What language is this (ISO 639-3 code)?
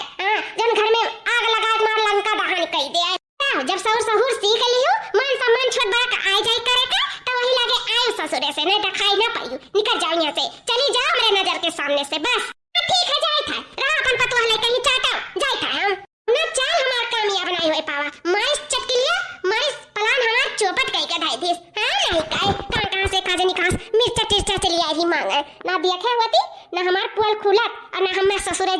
awa